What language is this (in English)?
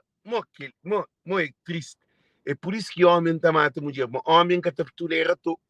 Kabuverdianu